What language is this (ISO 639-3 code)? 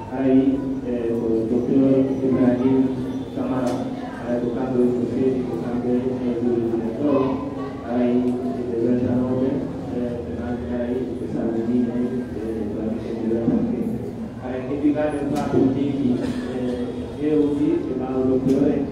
fuf